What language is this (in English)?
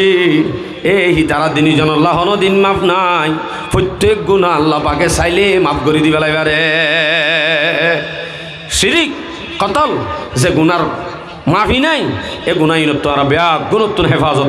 Rohingya